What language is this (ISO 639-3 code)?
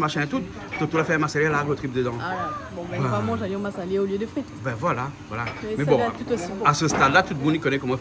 rcf